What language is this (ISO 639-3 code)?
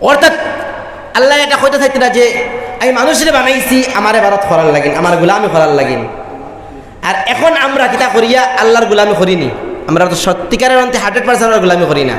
syl